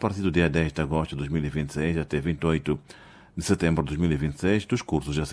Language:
Portuguese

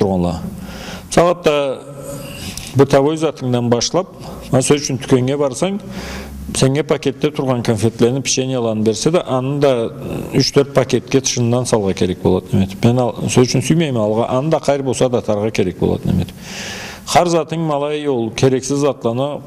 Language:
Karachay-Balkar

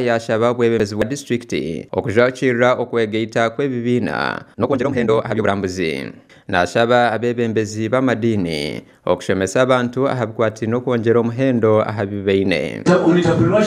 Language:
Nyankole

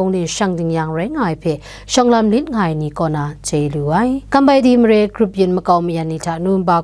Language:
Kachin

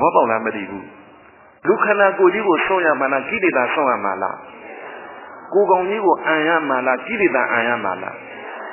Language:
Burmese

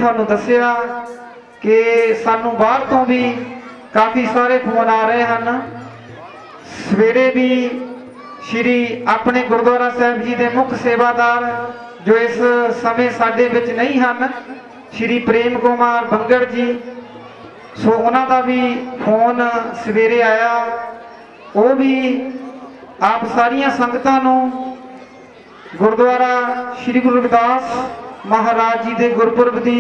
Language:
Punjabi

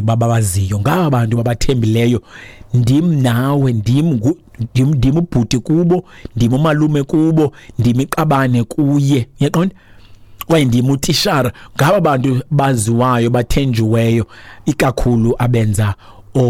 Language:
Xhosa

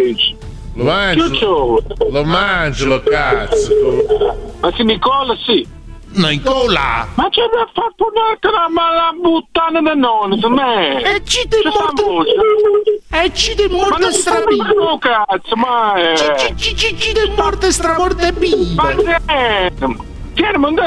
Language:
Italian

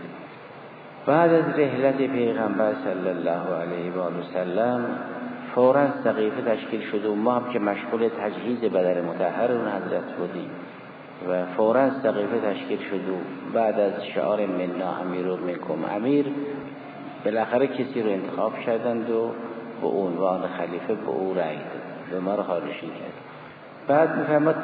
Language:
Persian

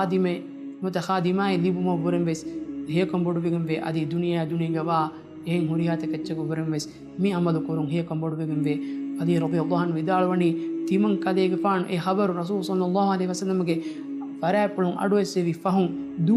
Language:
Divehi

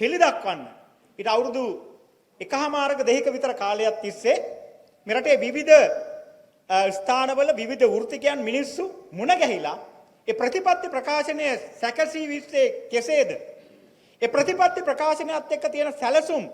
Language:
Sinhala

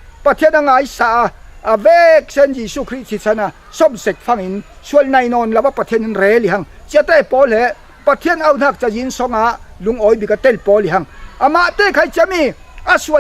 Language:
Falam Chin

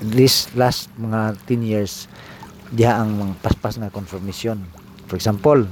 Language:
Cebuano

